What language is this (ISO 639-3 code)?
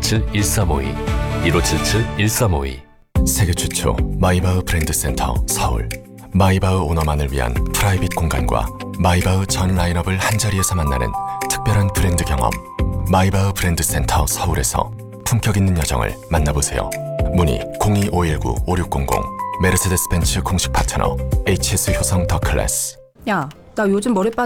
kor